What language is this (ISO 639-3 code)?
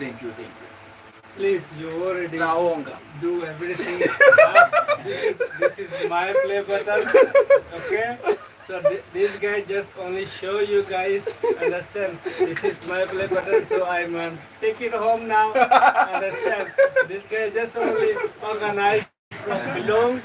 nya